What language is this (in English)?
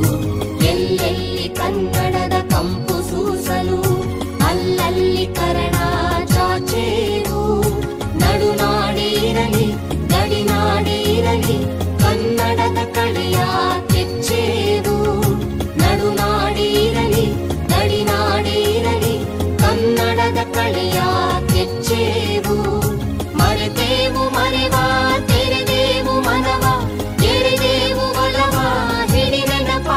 Kannada